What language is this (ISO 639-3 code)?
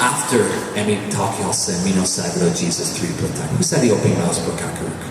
tpi